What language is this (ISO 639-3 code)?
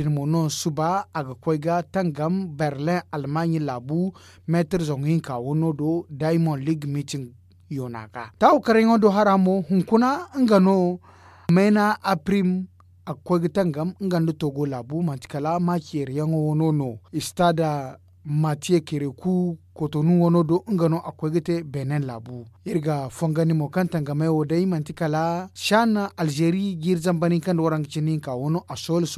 dje